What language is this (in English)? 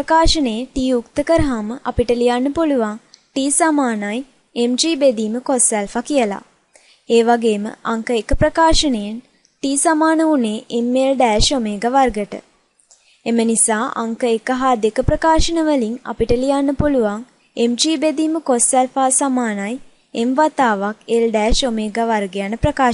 Sinhala